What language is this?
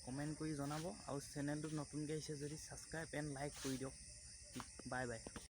Assamese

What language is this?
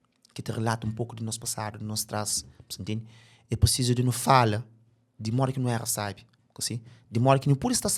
Kabuverdianu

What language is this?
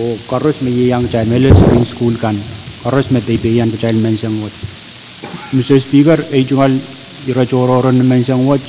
Pohnpeian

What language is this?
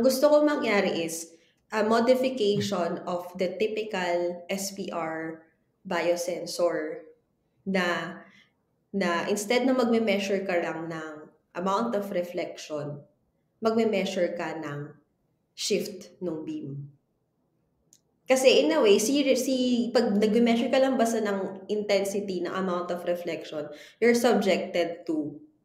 Filipino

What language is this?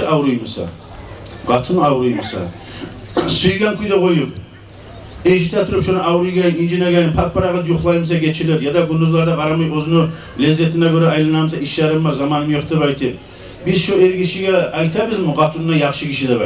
Kumyk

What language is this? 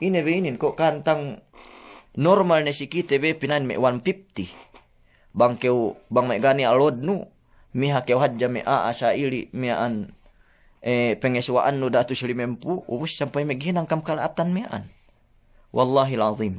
Yakan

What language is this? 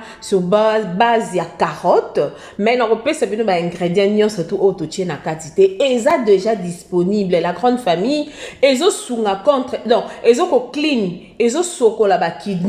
Lingala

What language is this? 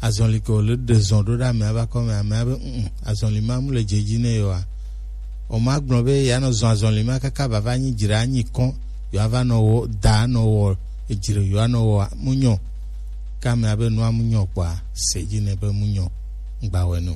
Gen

